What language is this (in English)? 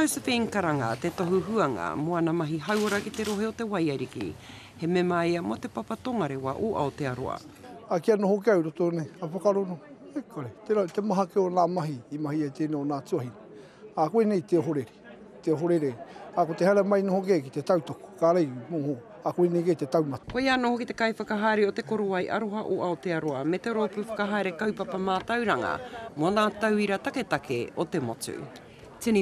Māori